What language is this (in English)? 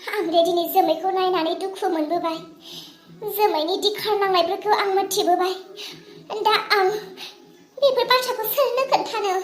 Bodo